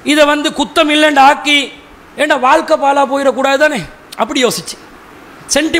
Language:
Tamil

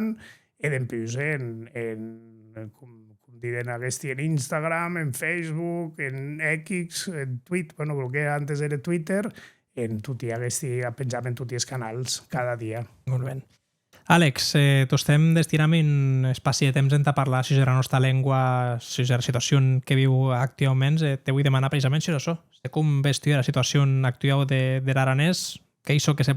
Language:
Occitan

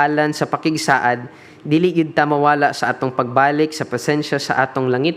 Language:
Cebuano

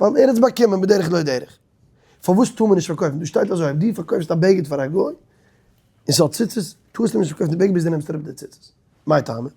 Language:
Yiddish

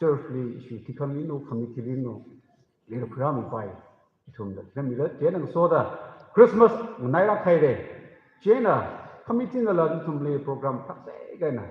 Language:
Tangkhul Naga (India)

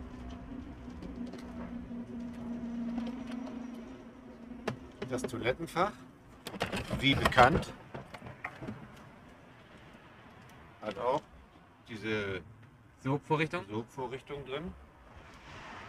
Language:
German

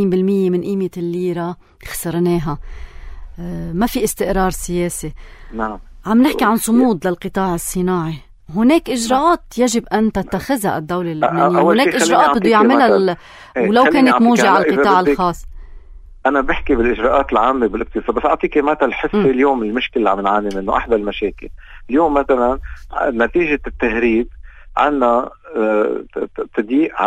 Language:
North Levantine Arabic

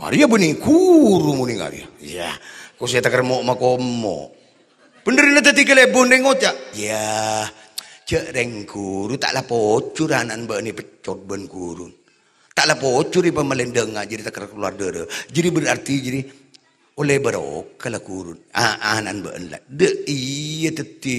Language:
Madurese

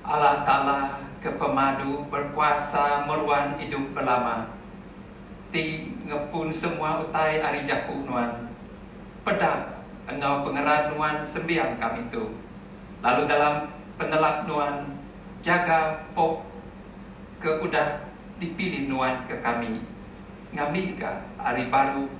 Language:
Iban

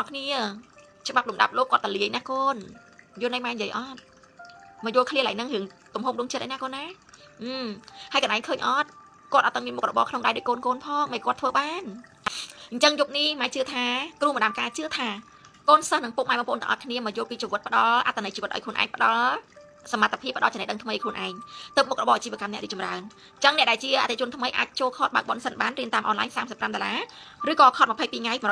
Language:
Khmer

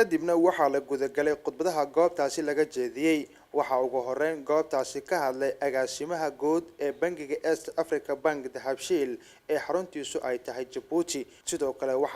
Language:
Somali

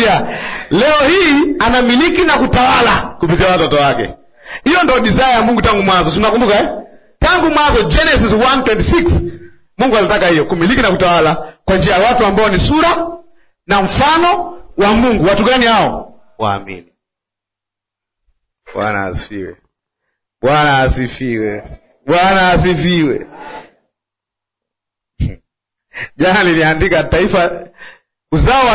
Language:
Swahili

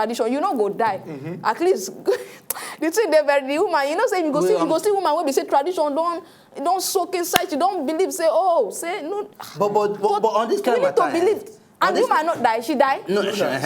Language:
Nigerian Pidgin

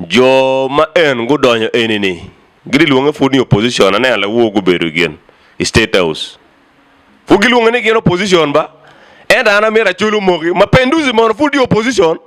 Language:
Acoli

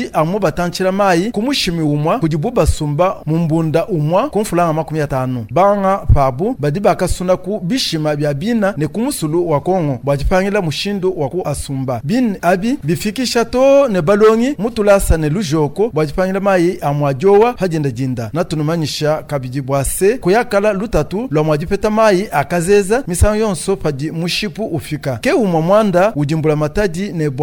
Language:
Luba-Lulua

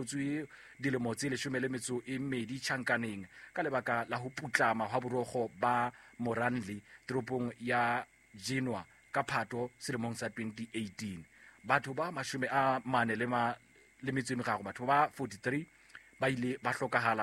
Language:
Southern Sotho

